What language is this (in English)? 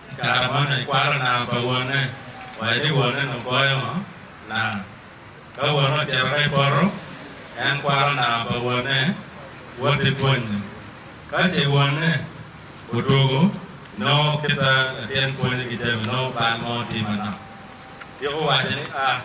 Acoli